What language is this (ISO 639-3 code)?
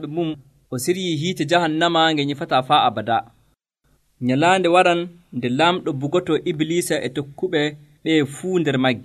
fuv